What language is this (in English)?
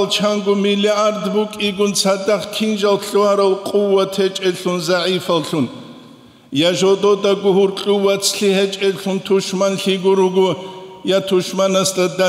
Avaric